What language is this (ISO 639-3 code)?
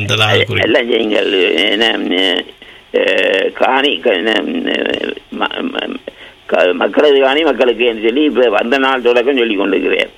tam